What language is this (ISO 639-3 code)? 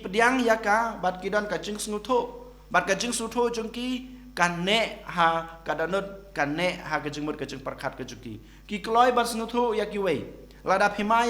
kha